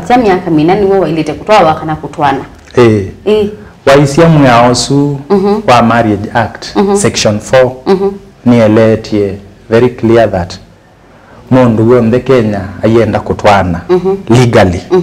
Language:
Kamba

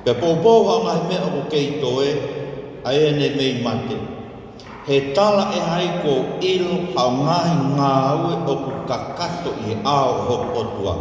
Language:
Tongan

